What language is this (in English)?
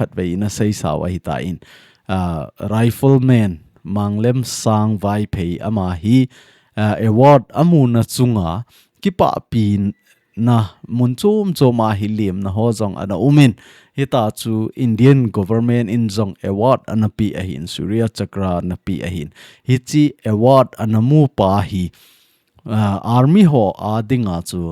Thado Chin